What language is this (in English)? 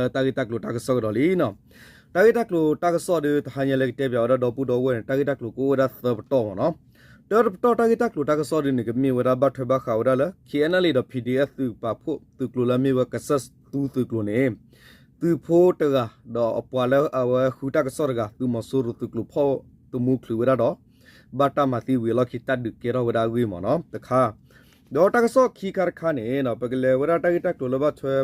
S'gaw Karen